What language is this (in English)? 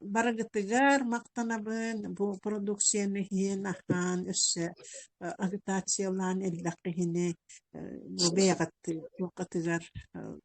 Yakut